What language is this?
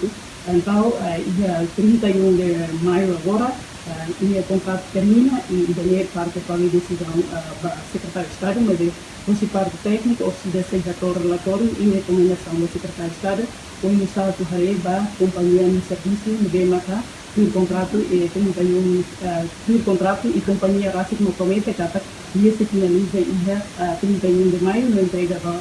Tetum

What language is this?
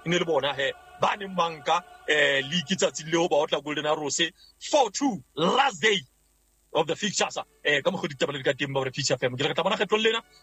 Southern Sotho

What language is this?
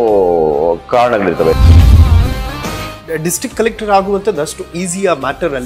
Kannada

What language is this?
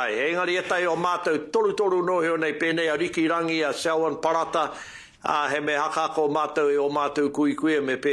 Māori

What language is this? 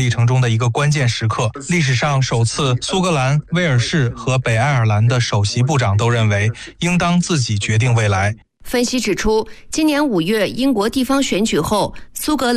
Chinese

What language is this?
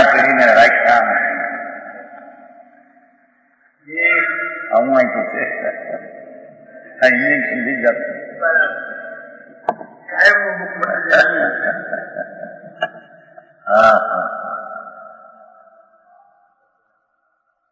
Gujarati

